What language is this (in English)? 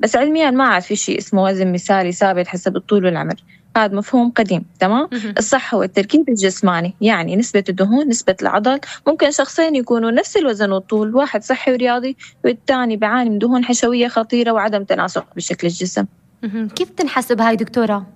North Levantine Arabic